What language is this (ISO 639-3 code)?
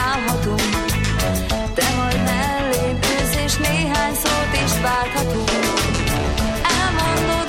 hun